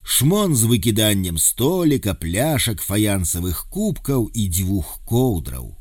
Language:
Belarusian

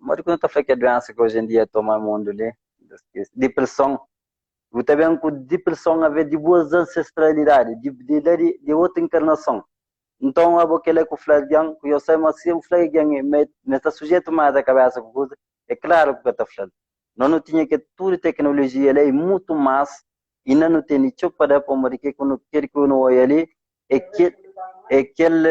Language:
Kabuverdianu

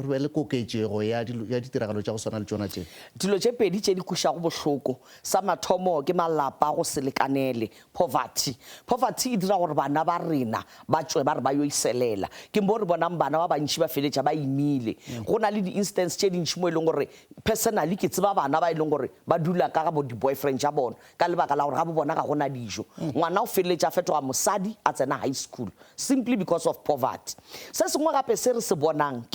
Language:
Northern Sotho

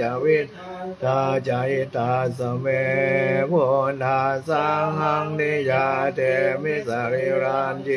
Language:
Pali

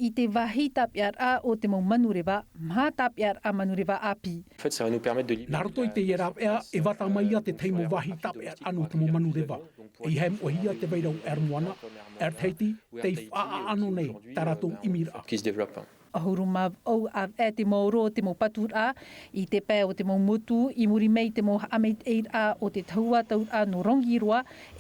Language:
Tahitian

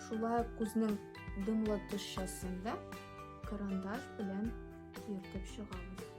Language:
Tatar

